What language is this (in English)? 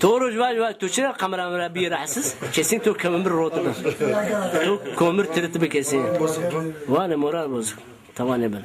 Zaza